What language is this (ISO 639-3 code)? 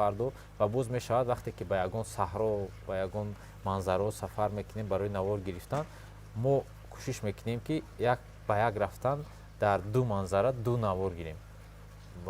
tgk